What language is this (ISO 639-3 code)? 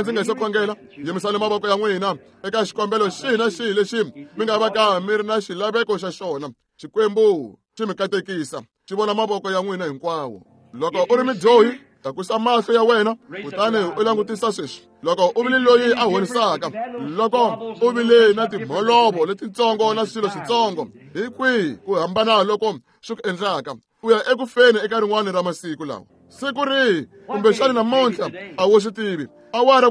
tso